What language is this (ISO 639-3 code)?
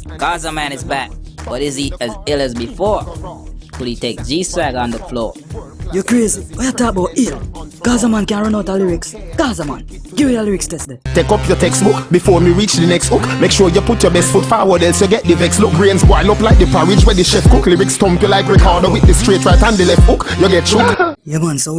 jam